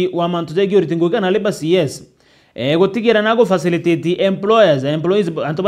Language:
Meru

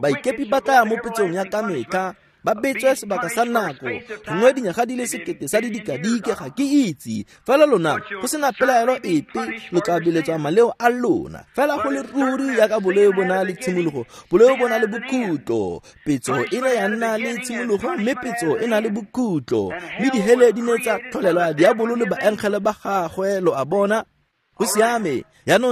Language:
Tswana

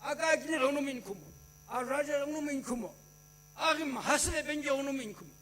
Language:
Sumi Naga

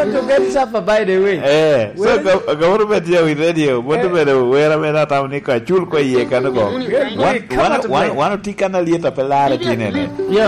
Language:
Lango (Uganda)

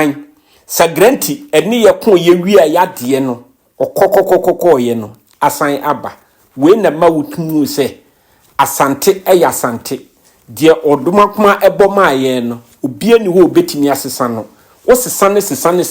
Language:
Akan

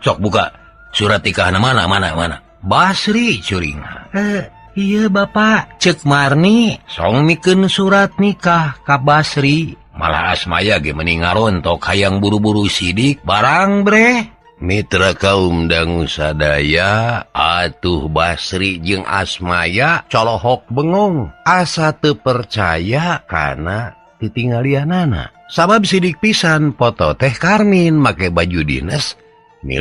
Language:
Sundanese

